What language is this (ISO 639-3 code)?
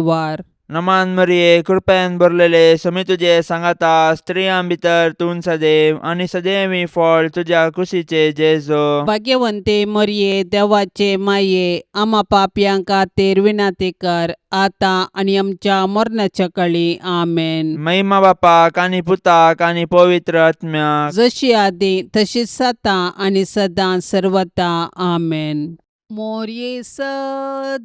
kok